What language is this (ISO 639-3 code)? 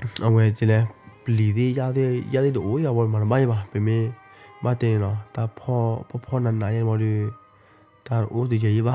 ksw